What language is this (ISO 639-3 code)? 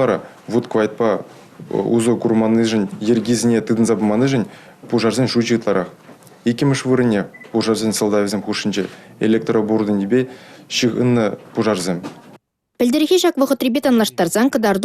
chv